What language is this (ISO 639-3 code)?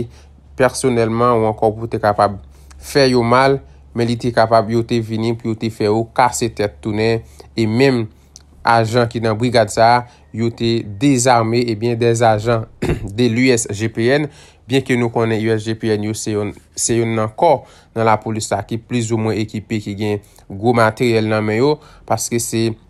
hat